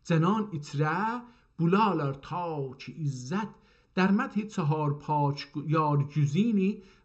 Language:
South Azerbaijani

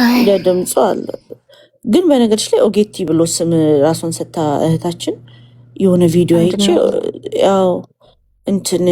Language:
Amharic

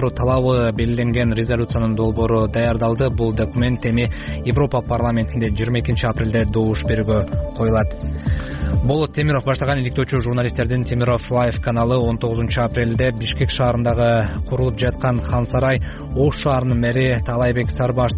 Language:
Kyrgyz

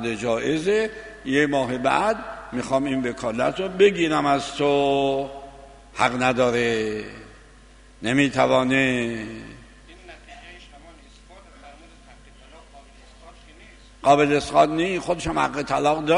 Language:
Persian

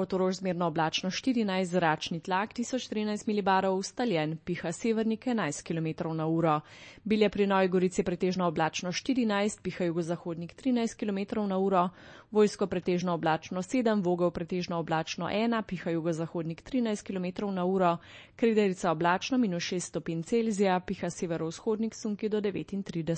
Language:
Slovenian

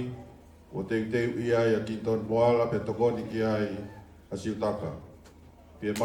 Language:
Tongan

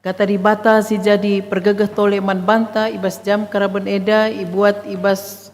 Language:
Batak Karo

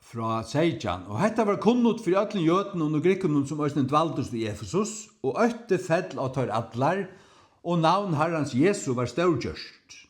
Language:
Faroese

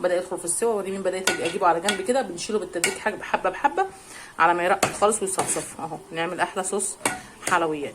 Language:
Egyptian Arabic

